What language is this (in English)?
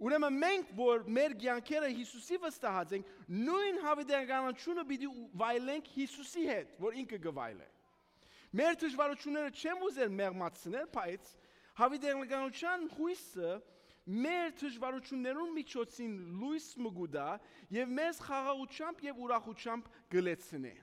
Western Armenian